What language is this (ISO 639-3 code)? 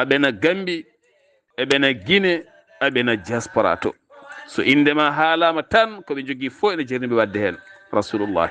ful